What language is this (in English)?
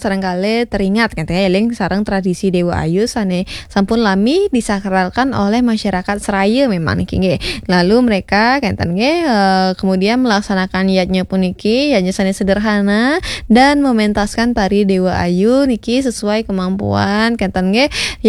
Balinese